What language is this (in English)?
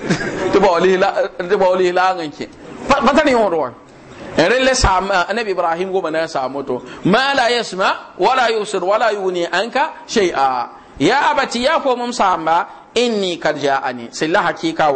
Mossi